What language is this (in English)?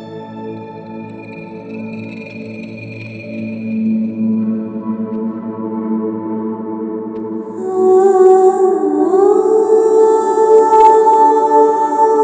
Malayalam